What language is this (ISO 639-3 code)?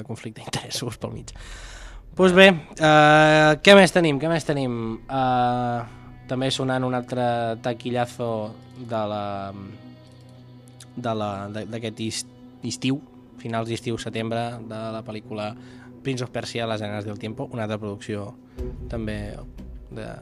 cat